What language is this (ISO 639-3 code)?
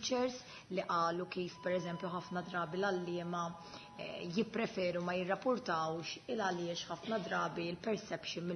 mlt